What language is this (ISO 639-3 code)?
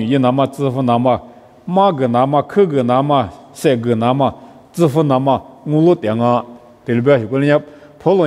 lis